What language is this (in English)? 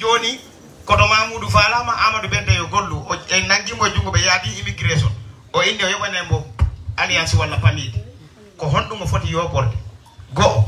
Fula